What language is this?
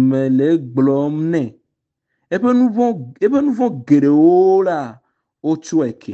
Ewe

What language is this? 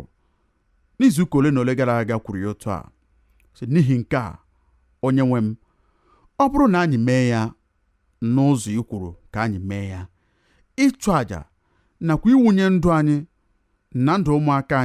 Igbo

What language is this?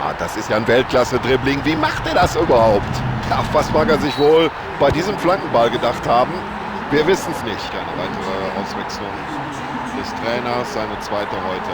Bavarian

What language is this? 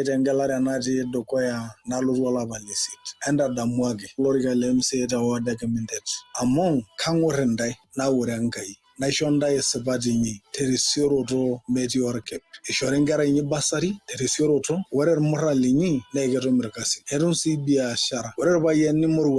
Masai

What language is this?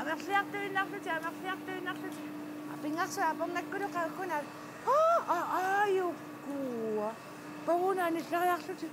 Kalaallisut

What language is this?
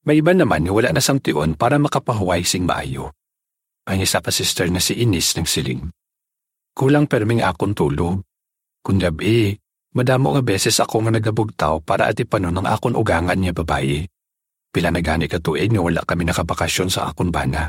Hiligaynon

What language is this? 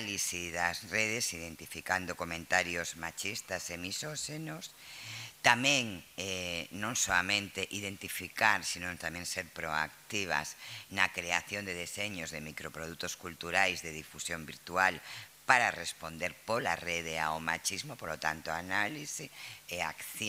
Galician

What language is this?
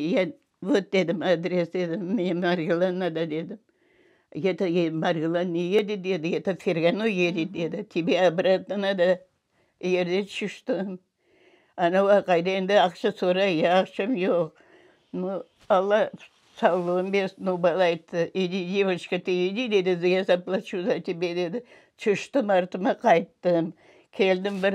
Crimean Tatar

